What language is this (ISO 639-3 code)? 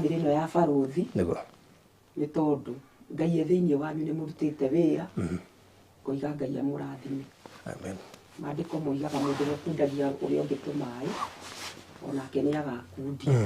kik